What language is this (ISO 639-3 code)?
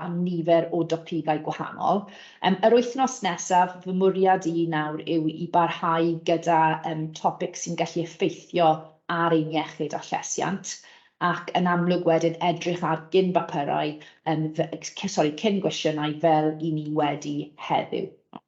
cym